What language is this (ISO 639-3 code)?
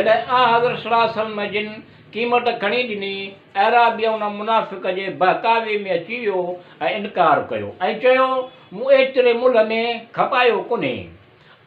snd